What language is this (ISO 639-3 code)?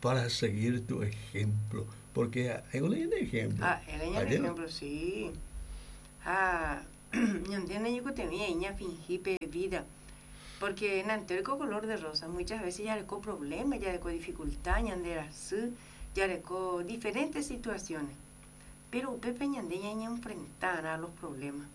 grn